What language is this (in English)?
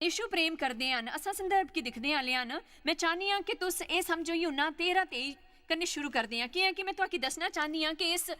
Dogri